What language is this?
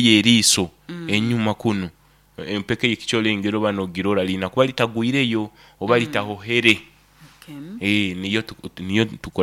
Nyoro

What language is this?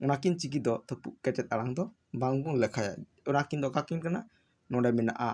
Santali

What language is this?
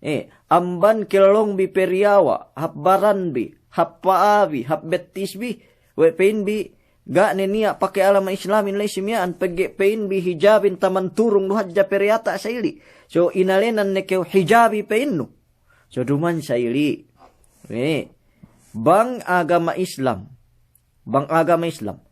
Yakan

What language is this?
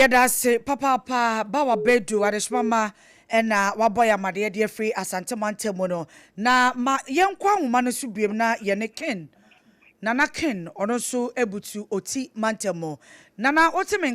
Akan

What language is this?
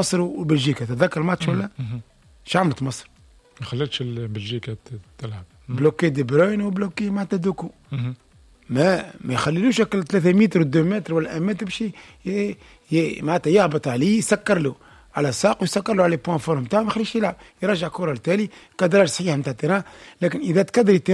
Tunisian Arabic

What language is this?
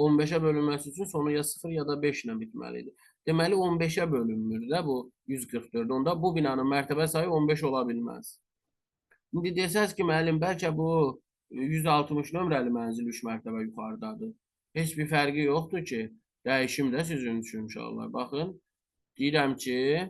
Azerbaijani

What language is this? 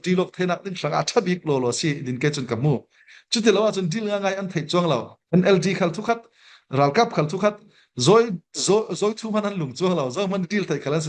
Falam Chin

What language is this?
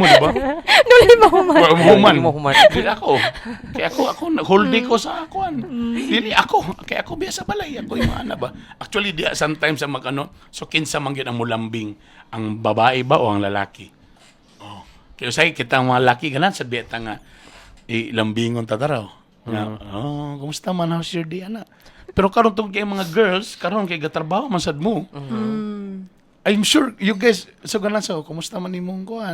Cebuano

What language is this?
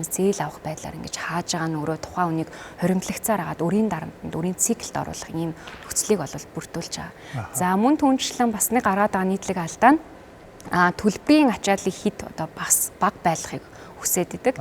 Mongolian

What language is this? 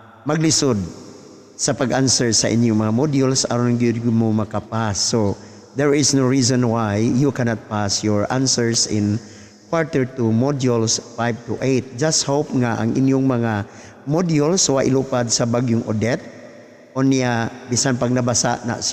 Cebuano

